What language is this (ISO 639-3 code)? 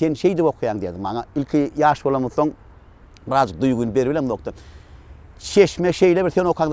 tuk